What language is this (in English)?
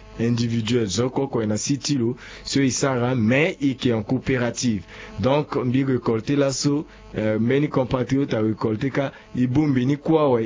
Sango